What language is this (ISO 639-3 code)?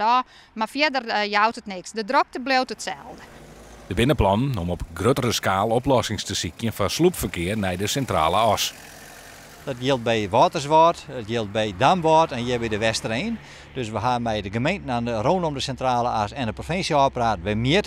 fry